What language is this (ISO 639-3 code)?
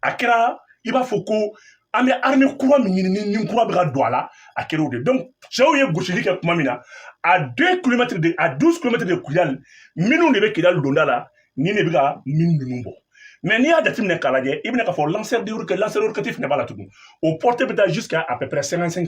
bam